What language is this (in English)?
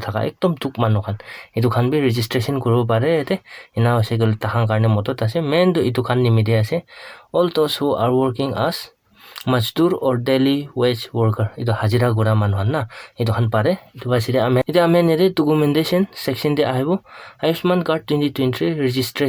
Naga Pidgin